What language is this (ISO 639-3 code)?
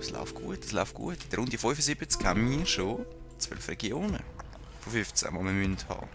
gsw